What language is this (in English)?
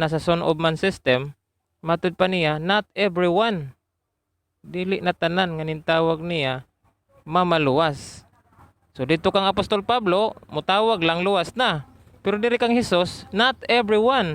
Cebuano